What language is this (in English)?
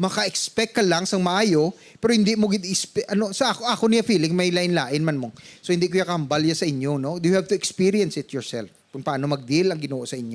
Hiligaynon